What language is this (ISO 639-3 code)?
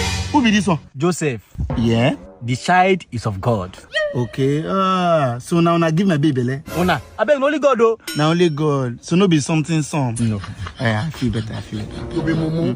pcm